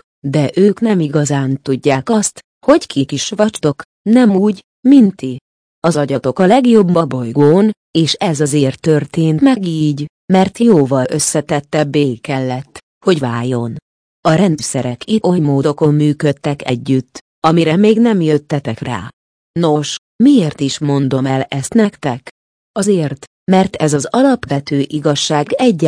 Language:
Hungarian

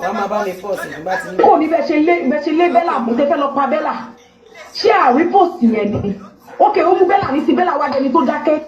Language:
Yoruba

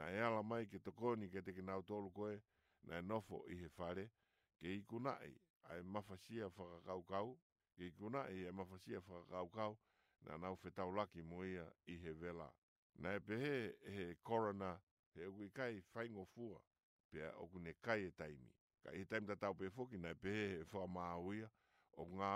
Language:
Tongan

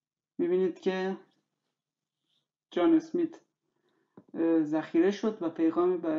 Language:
Persian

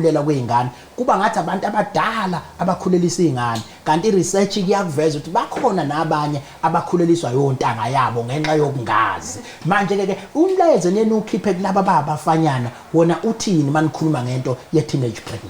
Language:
Zulu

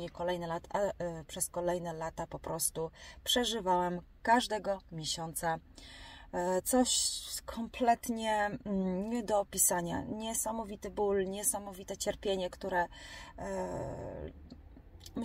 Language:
Polish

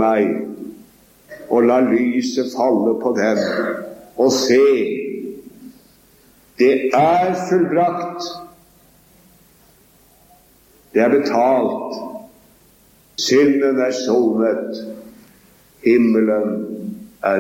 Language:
Norwegian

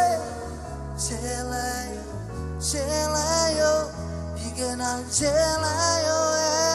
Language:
Marshallese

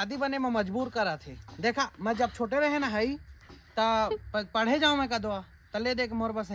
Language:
Chhattisgarhi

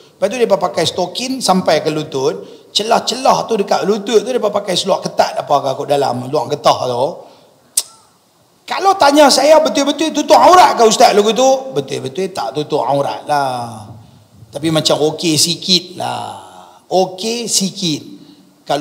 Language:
Malay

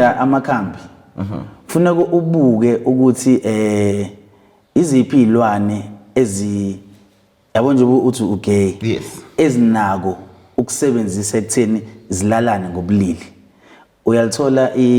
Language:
Zulu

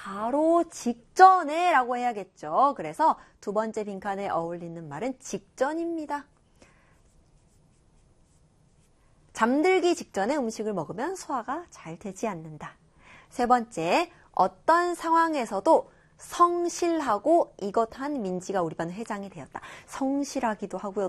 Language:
Korean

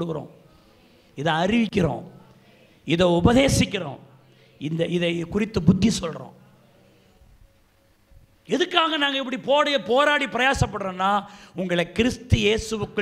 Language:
Tamil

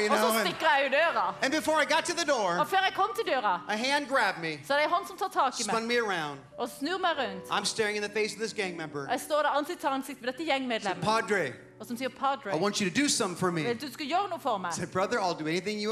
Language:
Norwegian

